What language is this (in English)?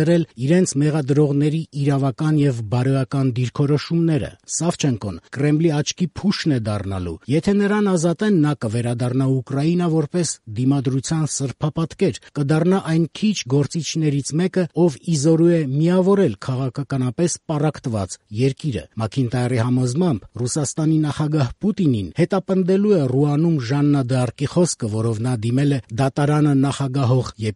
Armenian